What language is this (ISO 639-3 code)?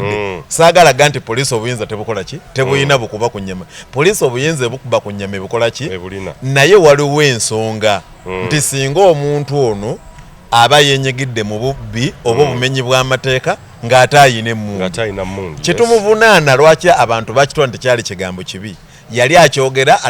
lug